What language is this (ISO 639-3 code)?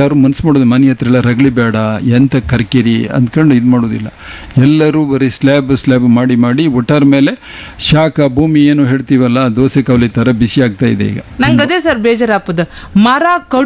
kan